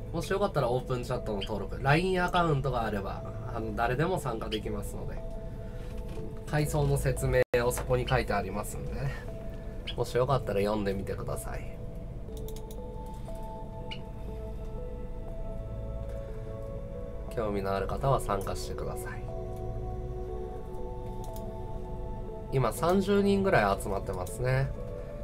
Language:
Japanese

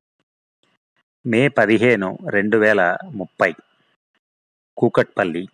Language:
Telugu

